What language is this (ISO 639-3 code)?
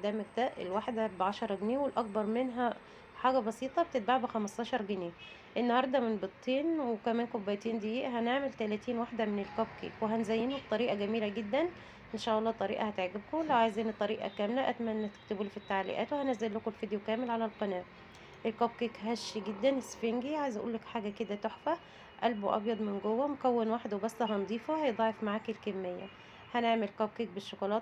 arz